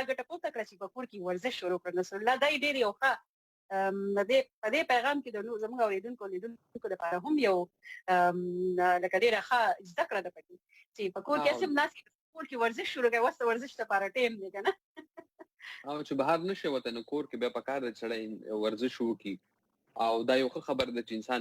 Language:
Pashto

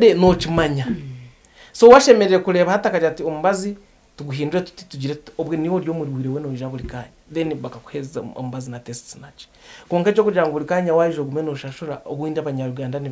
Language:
Nyankole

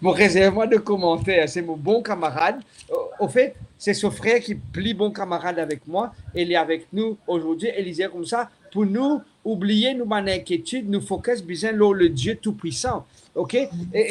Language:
Morisyen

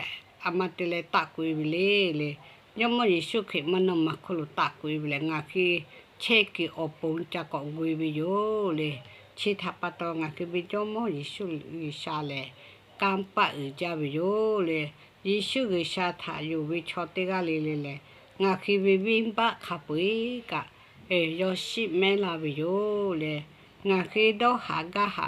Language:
Lahu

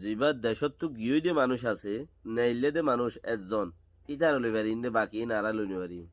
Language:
Rohingya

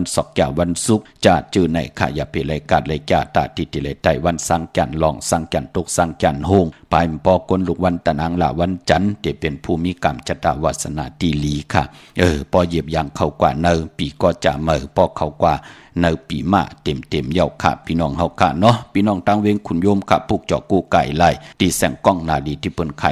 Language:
Shan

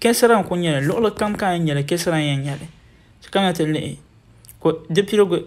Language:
Dagbani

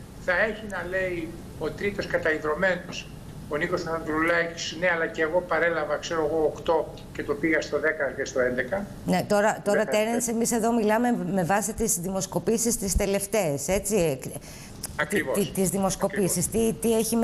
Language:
Greek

